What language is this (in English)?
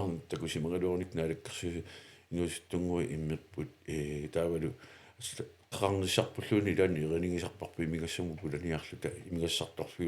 Kalaallisut